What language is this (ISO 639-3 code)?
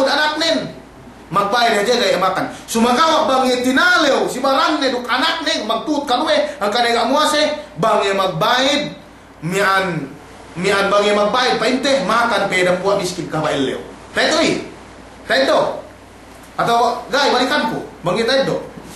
yka